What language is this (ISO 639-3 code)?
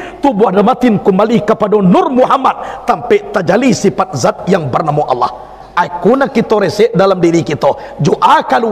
min